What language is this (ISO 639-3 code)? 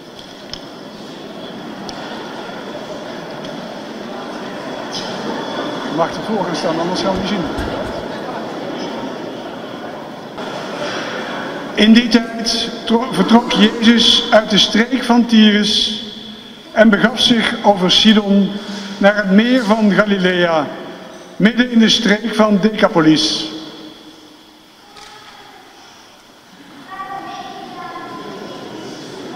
nld